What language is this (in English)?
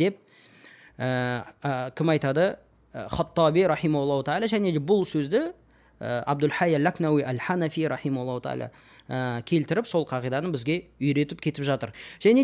Kazakh